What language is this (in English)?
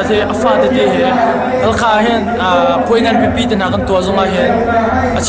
Hakha Chin